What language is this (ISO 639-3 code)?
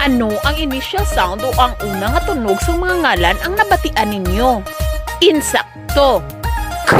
hil